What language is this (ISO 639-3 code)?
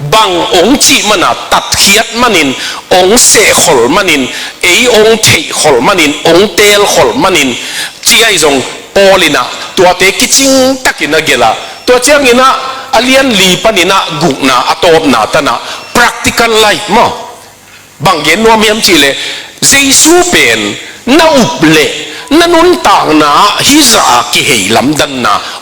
ctd